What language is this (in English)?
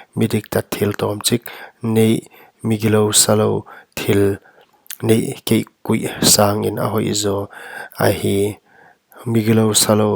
Paite Chin